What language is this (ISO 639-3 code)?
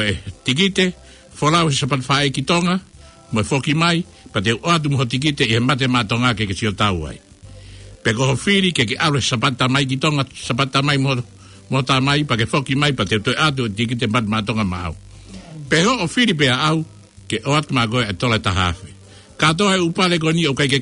ton